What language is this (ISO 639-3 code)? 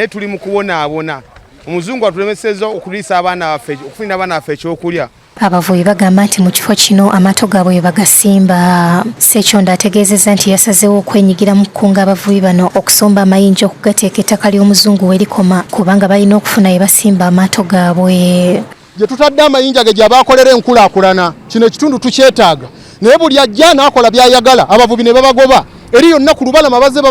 lug